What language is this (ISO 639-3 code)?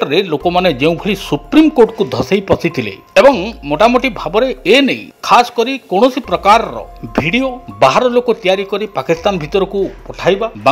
ori